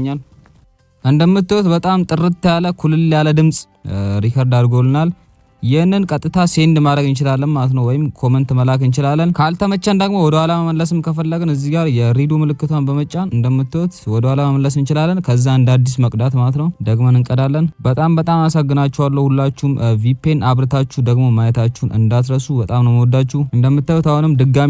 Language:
Amharic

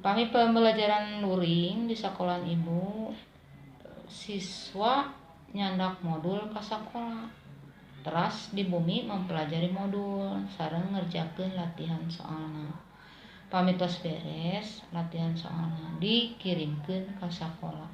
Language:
Sundanese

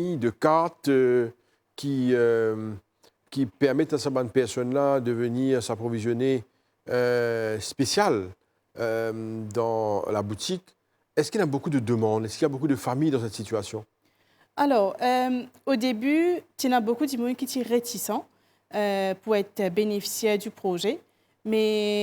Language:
Morisyen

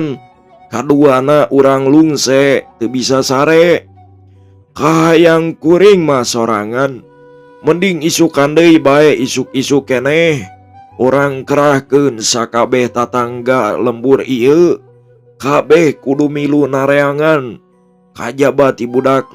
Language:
Sundanese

